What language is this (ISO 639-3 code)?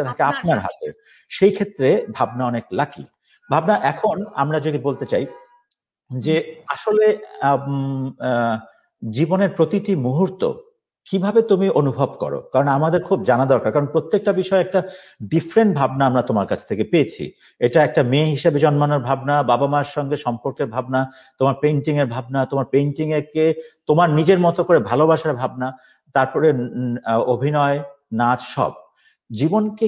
ben